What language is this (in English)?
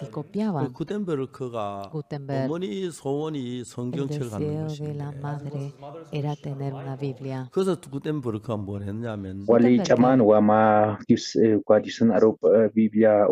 Aymara